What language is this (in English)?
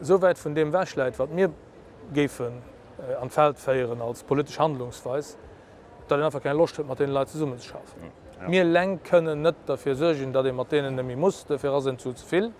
Luxembourgish